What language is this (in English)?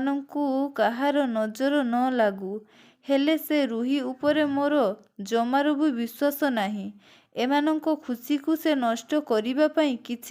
Odia